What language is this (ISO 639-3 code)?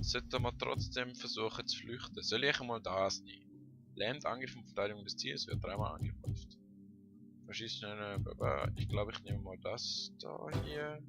gsw